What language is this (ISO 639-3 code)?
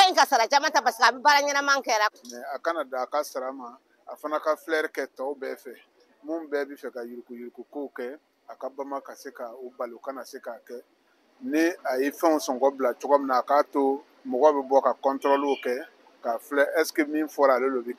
bam